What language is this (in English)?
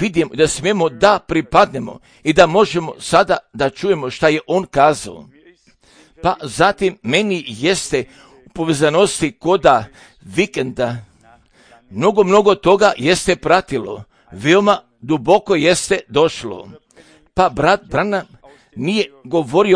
Croatian